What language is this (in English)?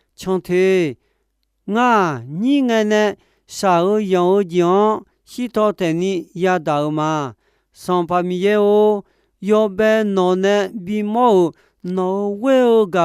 Akha